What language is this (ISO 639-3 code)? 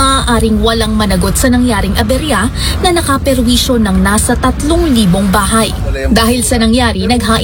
fil